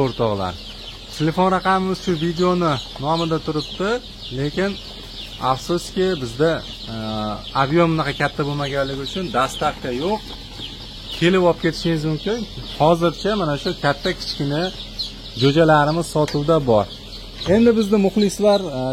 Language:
Uzbek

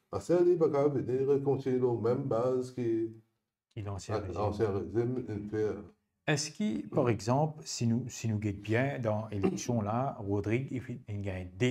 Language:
Morisyen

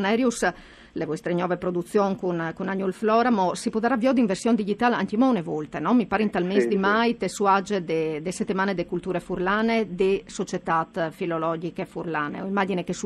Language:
Friulian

